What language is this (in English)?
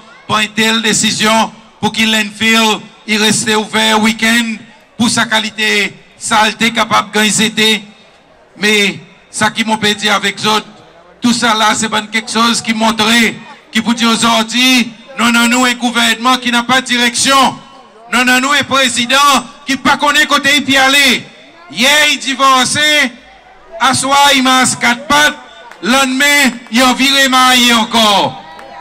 Seselwa Creole French